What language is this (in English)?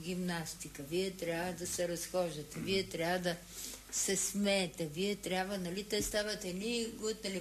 Bulgarian